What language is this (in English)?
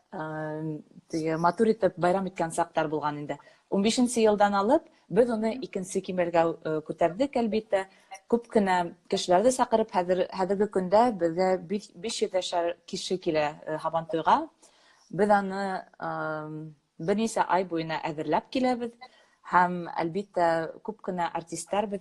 Bashkir